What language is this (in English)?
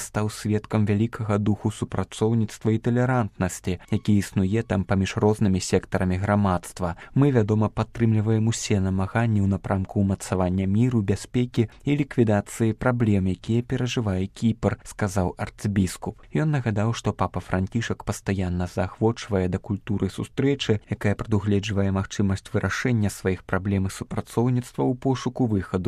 Belarusian